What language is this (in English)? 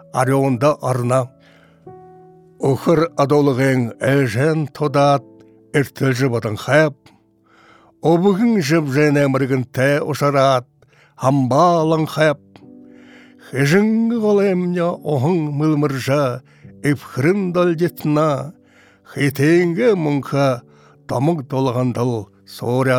Buriat